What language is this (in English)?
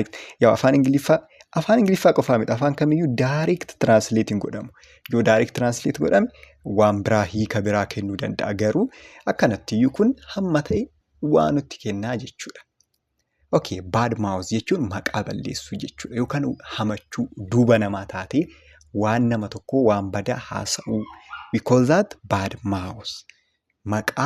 Oromo